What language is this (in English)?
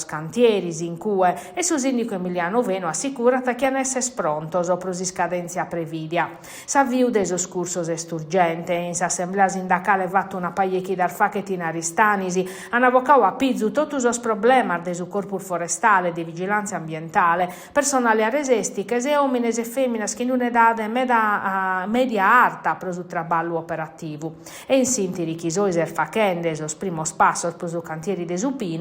Sardinian